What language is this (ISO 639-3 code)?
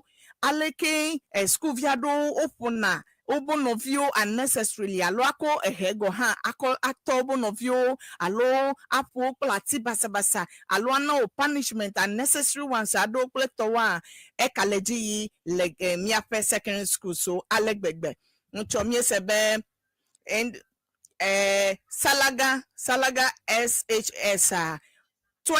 ewe